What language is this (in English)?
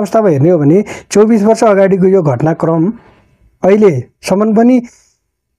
Nepali